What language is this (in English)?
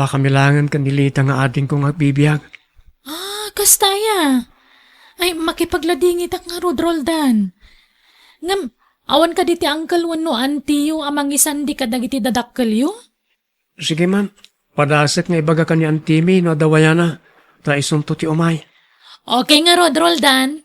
Iloko